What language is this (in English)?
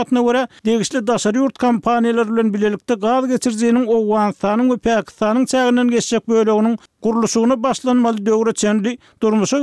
Turkmen